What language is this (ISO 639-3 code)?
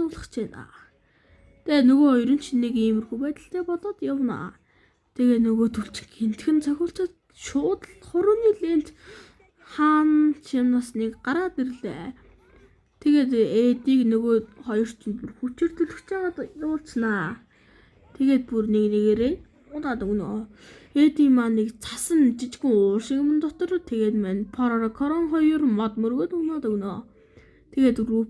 mon